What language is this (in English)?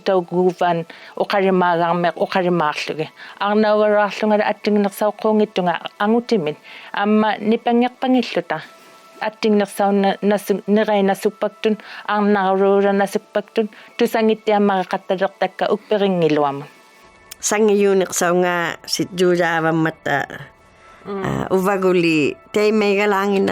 Inuktitut